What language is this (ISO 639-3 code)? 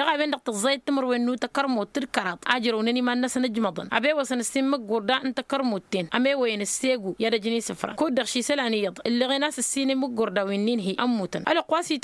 taq